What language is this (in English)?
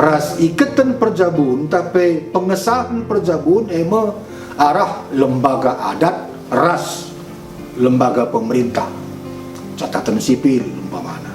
Batak Karo